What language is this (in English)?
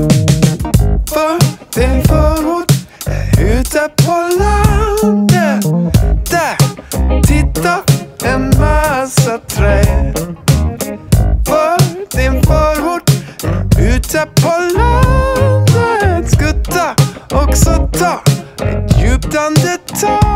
Swedish